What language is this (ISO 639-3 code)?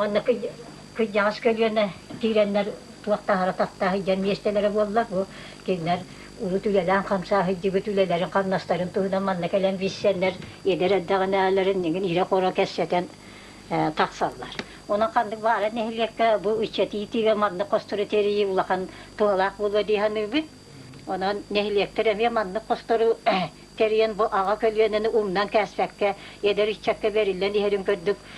sah